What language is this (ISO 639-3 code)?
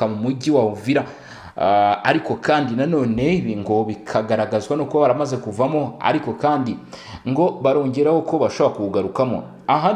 kin